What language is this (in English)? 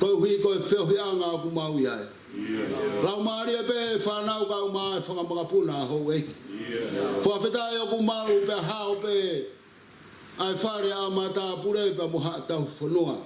Tongan